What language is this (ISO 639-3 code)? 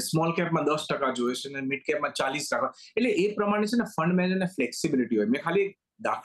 guj